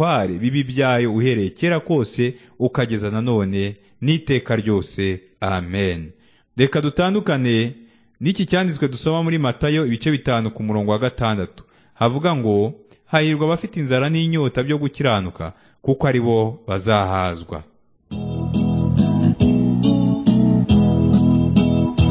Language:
Kinyarwanda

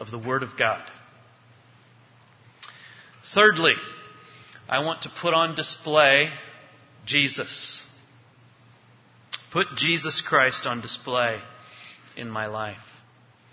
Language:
English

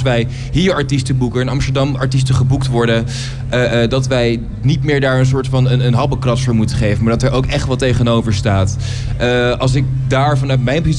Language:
Dutch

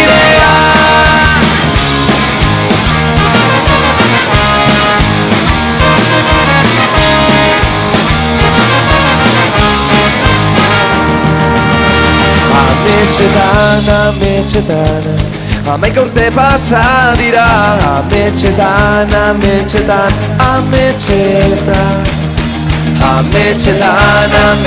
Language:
Basque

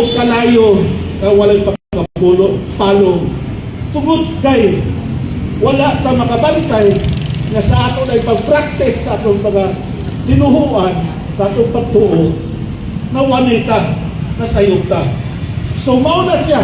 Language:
Cebuano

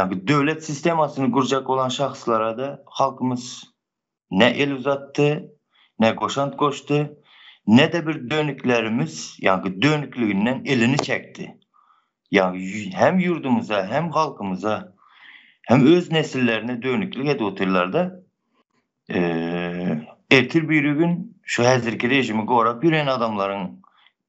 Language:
Turkmen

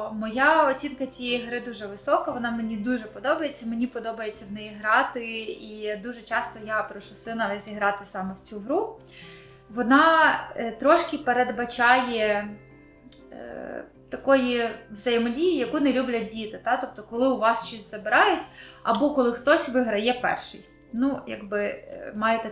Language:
Ukrainian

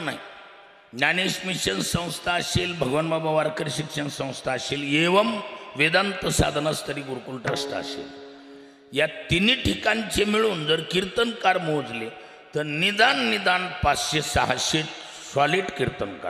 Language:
Marathi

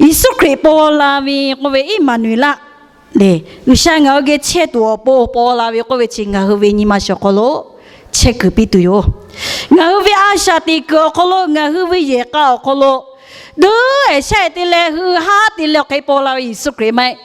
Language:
Lahu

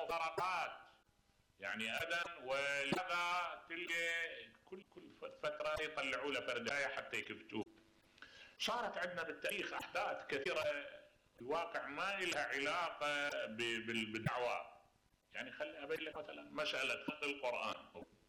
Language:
Mesopotamian Arabic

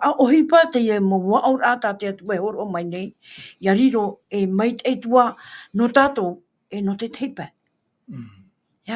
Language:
Tahitian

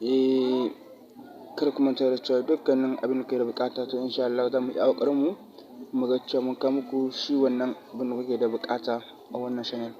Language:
Hausa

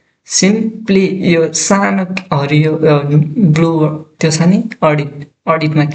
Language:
Nepali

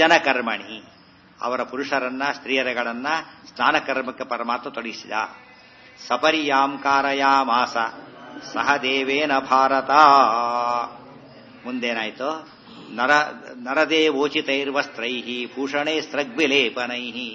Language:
Kannada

